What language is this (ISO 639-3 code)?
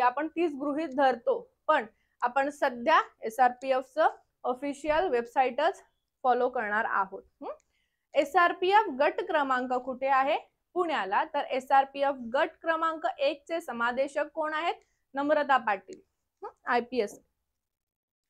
mar